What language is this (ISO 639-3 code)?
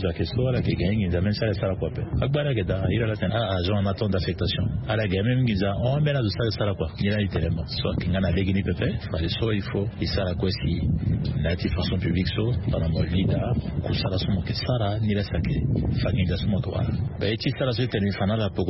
sag